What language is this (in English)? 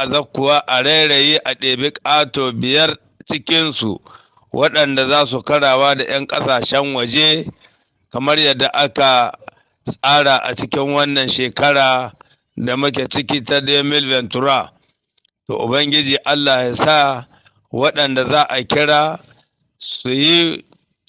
Hausa